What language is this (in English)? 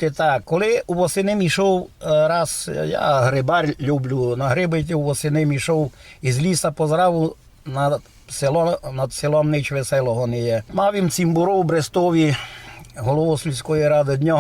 Rusyn